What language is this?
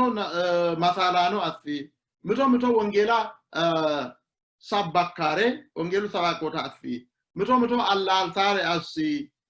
Sidamo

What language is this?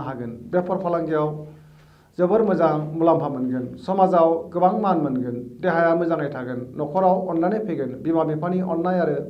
Bodo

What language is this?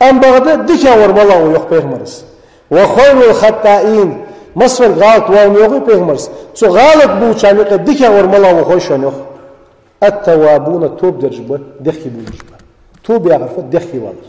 Ingush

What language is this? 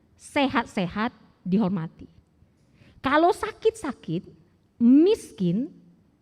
Batak Karo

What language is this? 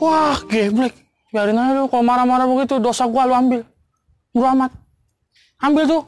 Betawi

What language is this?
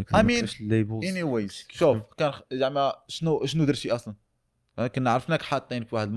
Moroccan Arabic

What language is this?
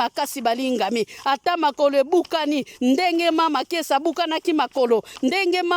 Lingala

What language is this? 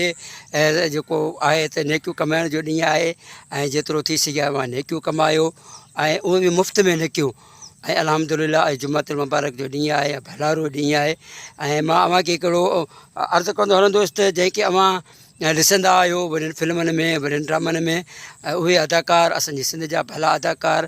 Sindhi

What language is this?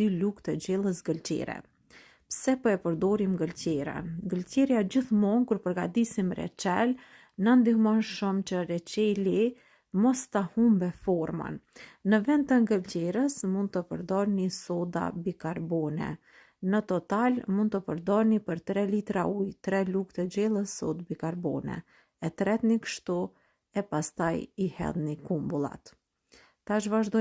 Albanian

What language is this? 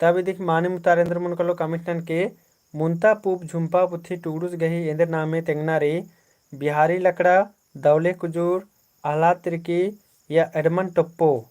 Kurukh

